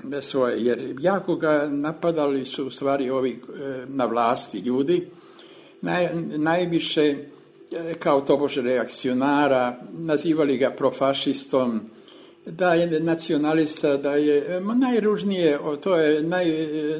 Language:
Serbian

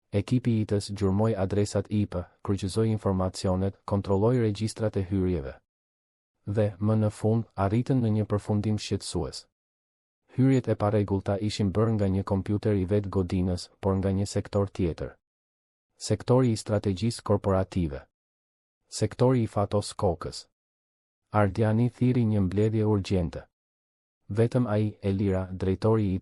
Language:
Albanian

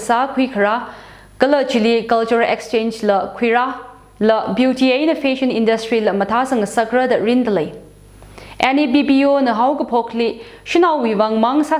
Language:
Tangkhul Naga (India)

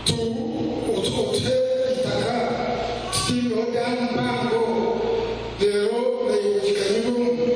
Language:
Nyankole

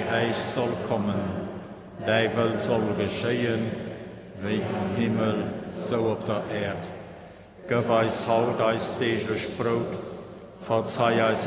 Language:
Luxembourgish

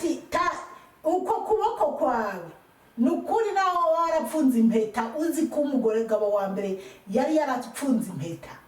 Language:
Rundi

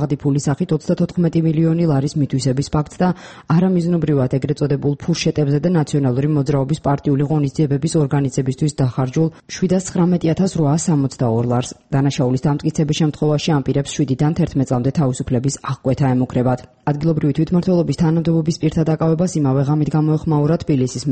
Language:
Georgian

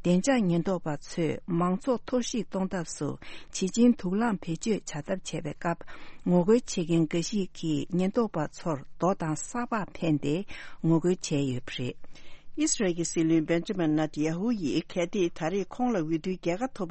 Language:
Tibetan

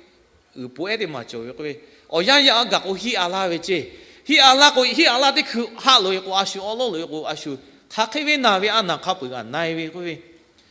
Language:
Lahu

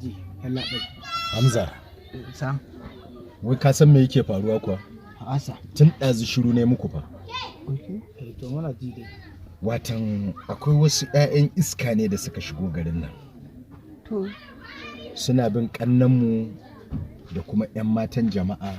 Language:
Hausa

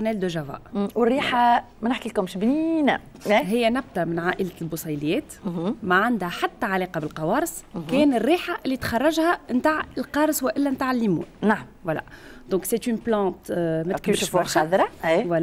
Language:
Tunisian Arabic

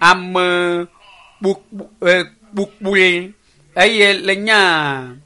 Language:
Ewe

